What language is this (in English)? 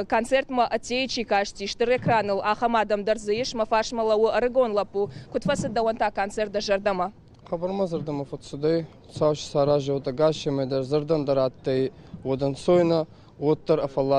Ossetic